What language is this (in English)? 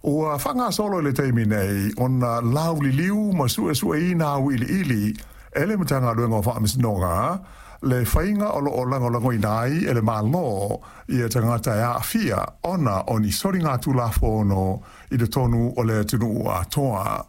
Samoan